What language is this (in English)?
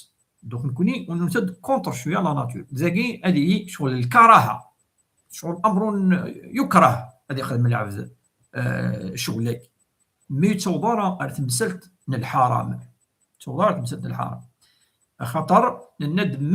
Kabyle